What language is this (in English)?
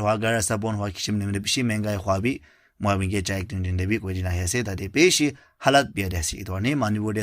Naga Pidgin